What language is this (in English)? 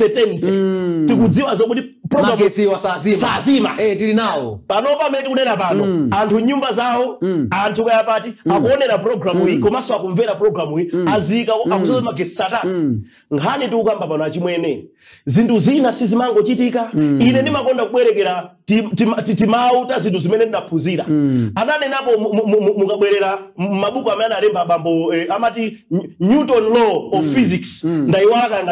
Nyanja